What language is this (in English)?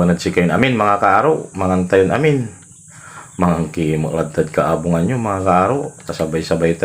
Pangasinan